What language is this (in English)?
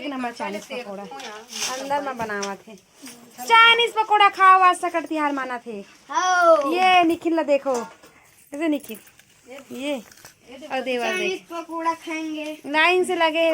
Chhattisgarhi